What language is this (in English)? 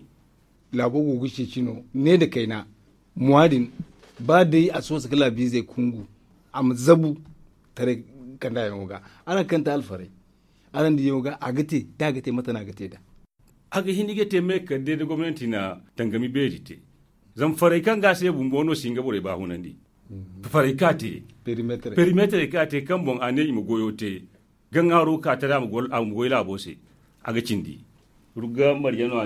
Zarma